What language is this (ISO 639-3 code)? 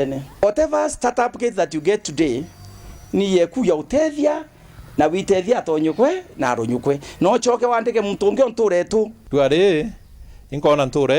mer